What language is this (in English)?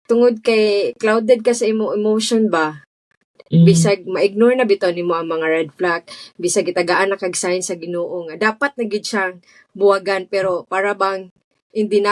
Cebuano